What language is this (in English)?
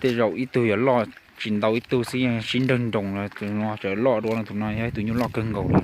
Hmong